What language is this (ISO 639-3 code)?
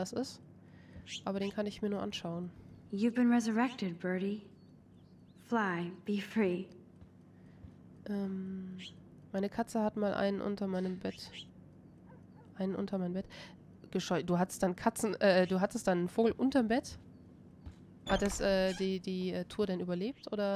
deu